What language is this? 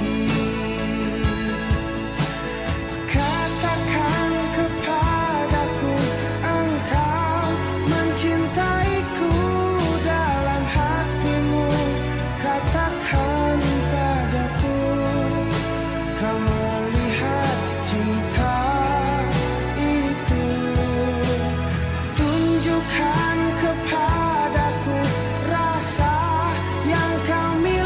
Indonesian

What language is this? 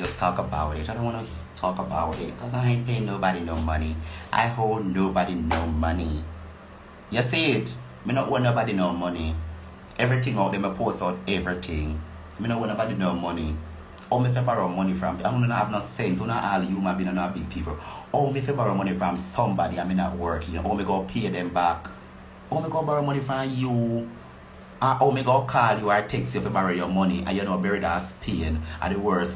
Jamaican Creole English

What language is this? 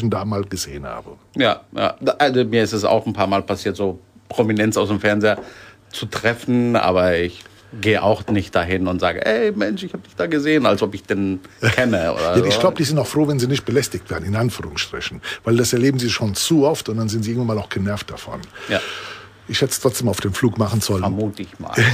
German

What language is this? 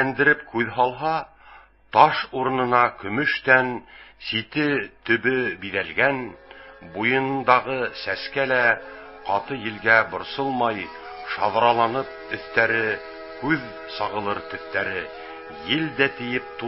Bashkir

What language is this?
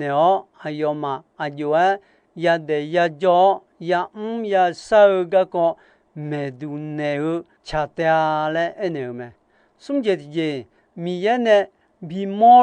Akha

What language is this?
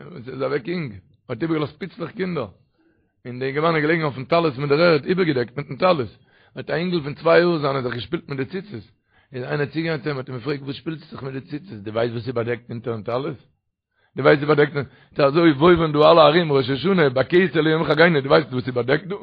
Yiddish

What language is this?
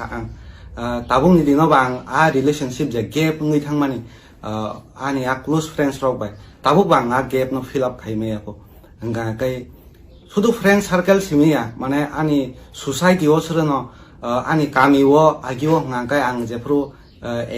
Kok Borok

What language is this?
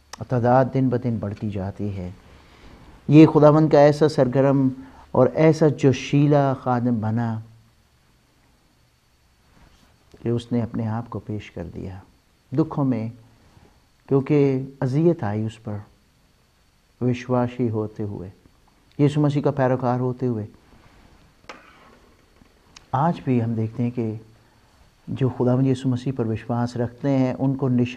Urdu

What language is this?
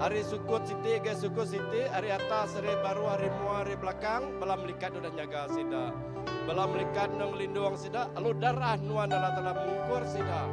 Iban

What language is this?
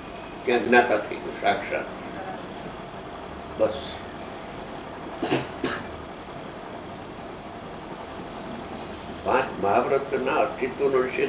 Gujarati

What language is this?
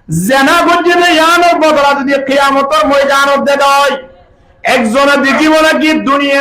Rohingya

